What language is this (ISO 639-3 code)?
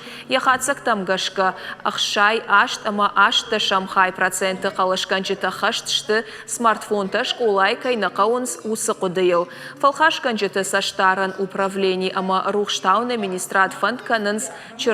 oss